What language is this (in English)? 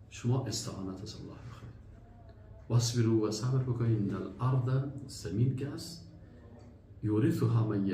Persian